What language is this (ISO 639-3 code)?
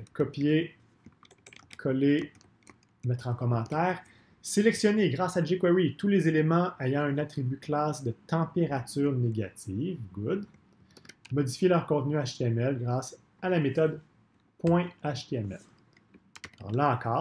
fra